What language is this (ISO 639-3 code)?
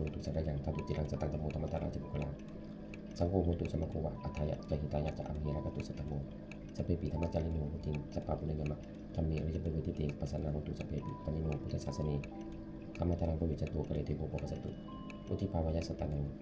pli